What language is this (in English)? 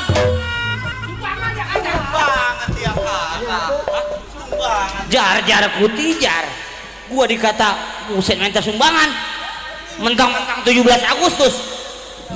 Betawi